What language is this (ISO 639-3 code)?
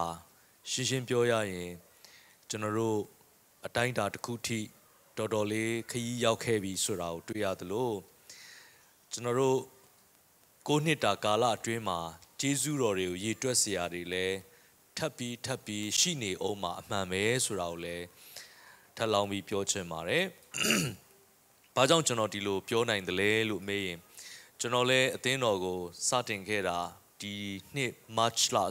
mya